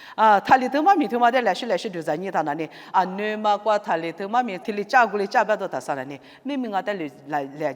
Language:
Lisu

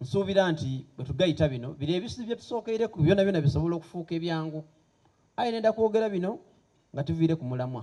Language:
Soga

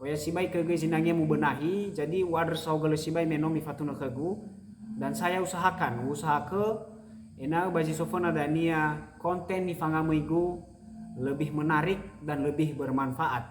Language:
Nias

